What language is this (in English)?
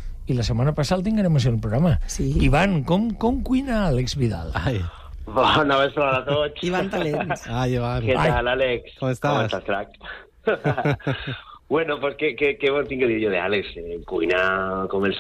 Catalan